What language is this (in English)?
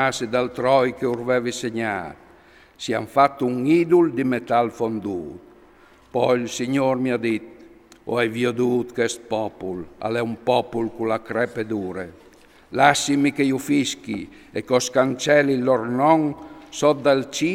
Friulian